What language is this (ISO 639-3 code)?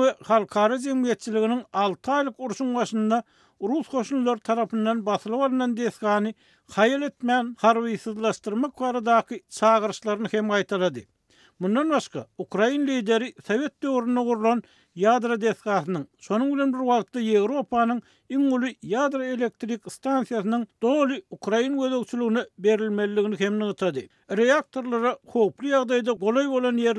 tuk